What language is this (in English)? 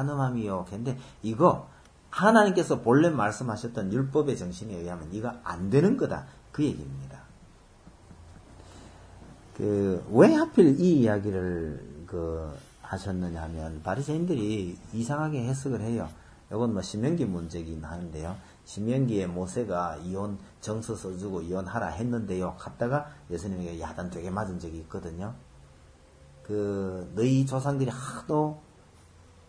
Korean